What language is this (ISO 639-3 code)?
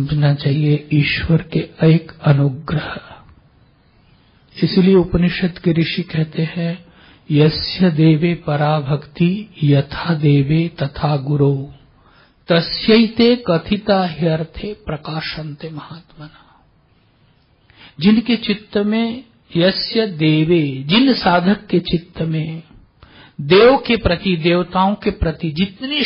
hin